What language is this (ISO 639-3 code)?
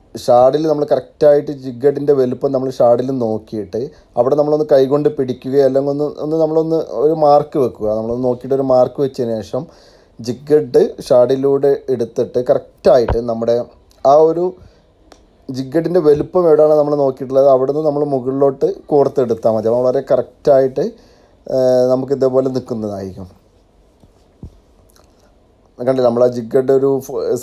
mal